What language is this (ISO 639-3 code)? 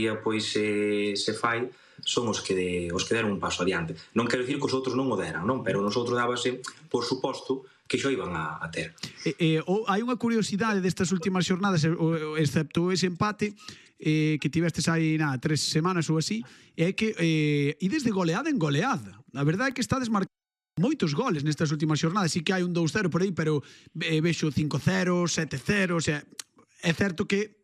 glg